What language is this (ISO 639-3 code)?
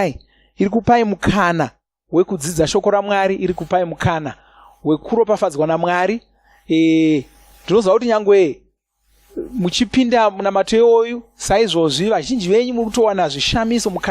sna